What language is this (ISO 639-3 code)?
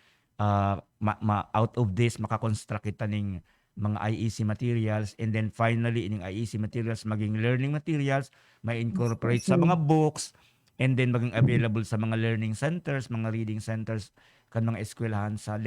bik